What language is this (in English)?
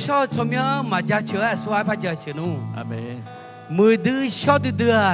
Akha